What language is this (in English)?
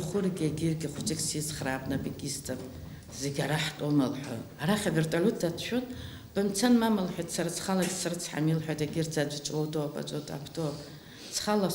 Abkhazian